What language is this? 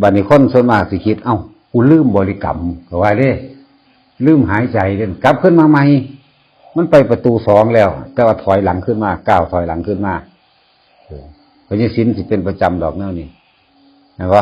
Northeastern Thai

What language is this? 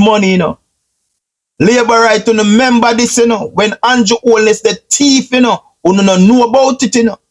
Jamaican Creole English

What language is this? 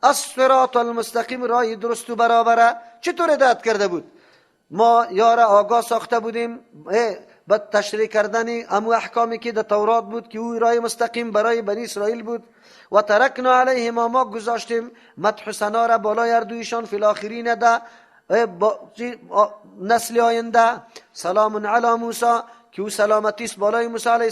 Persian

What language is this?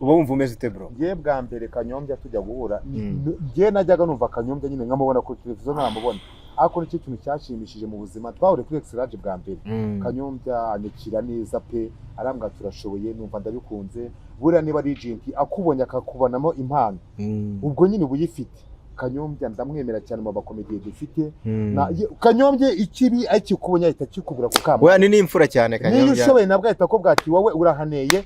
Kinyarwanda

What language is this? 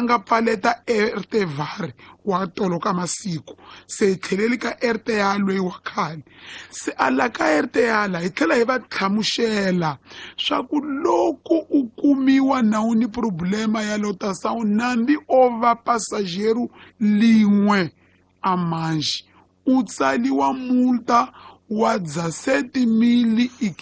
Tsonga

